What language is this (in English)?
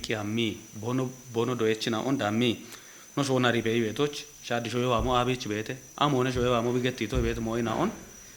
Kafa